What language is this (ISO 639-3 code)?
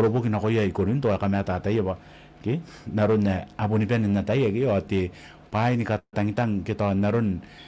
gil